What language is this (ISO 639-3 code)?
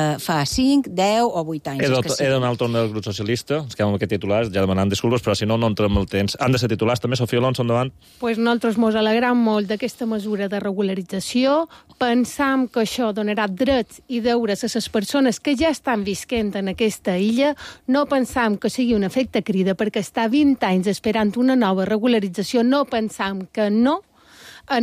cat